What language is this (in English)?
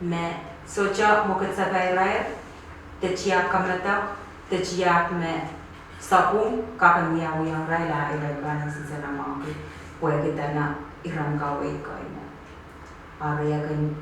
Pohnpeian